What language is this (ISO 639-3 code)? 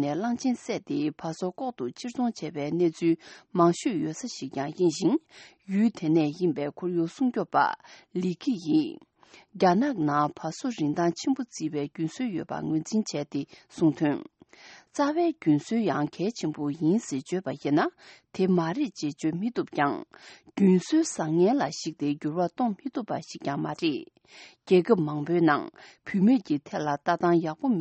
bod